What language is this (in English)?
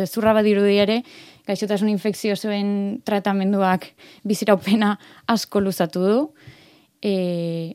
Basque